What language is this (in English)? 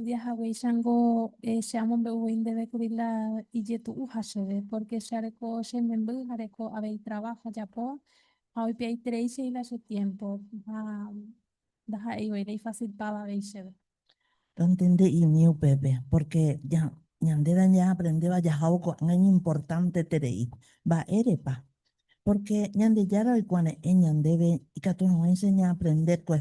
Guarani